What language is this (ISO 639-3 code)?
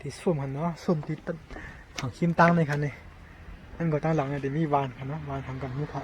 shn